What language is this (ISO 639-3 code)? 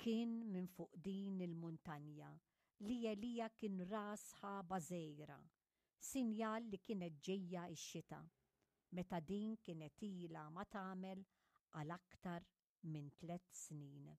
mlt